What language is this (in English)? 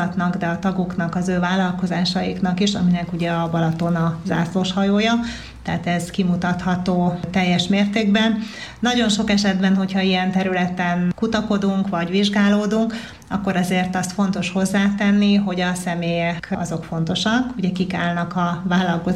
Hungarian